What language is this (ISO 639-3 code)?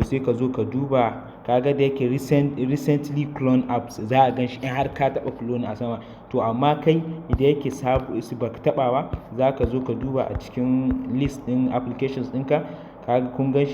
hau